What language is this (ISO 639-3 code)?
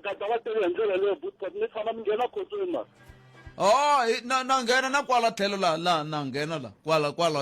tso